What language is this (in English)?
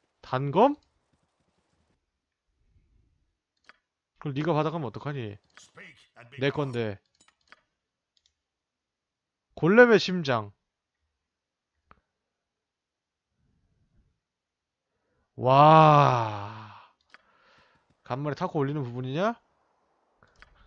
Korean